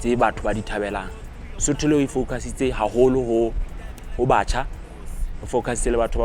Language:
Southern Sotho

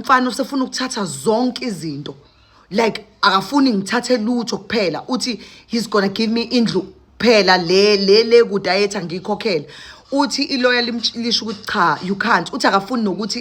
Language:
Zulu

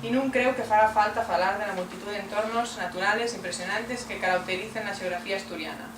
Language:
Asturian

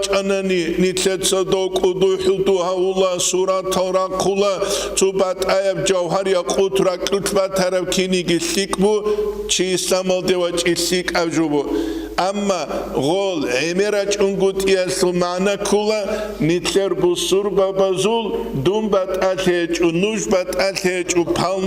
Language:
Avaric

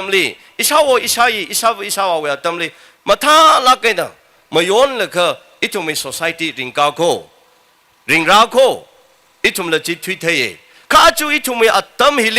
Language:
Tangkhul Naga (India)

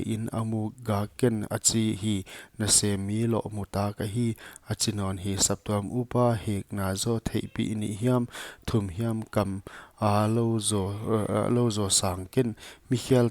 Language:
Paite Chin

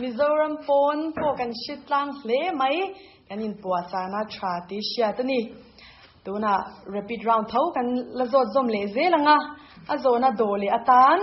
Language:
Mizo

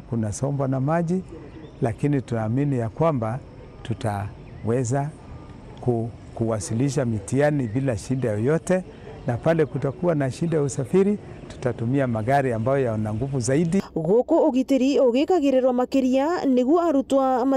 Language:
Meru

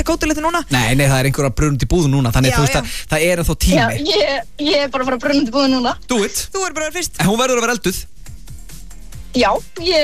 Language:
Icelandic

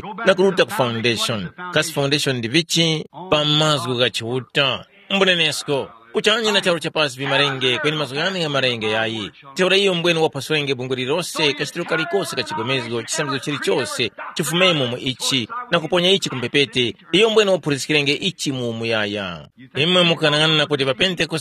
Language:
Tumbuka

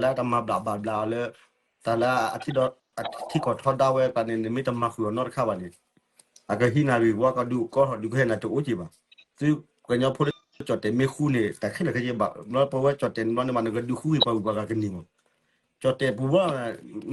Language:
S'gaw Karen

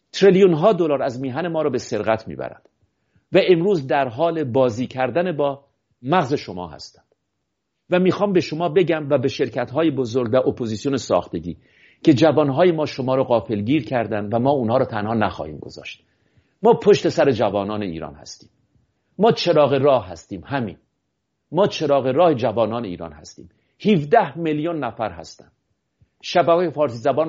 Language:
Persian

